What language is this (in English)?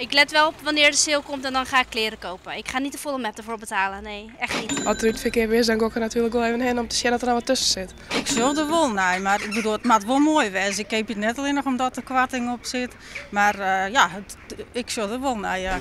Western Frisian